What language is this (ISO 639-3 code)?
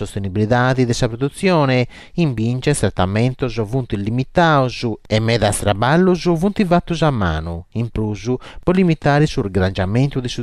srd